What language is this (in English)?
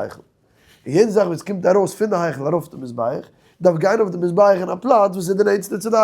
Yiddish